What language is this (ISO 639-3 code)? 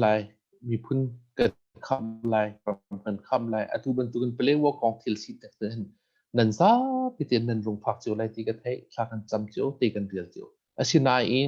cnh